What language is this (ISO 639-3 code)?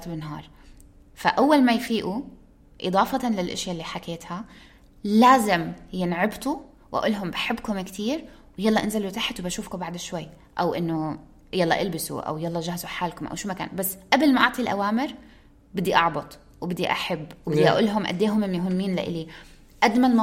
apc